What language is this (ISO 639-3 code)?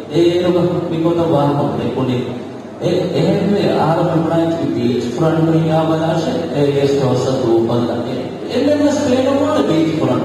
div